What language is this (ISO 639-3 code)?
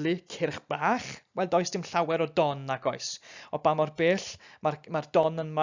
cym